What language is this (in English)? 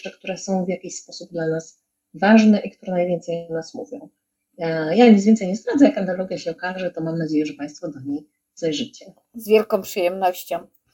Polish